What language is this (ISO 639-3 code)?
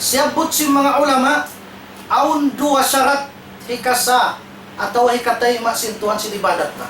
tsg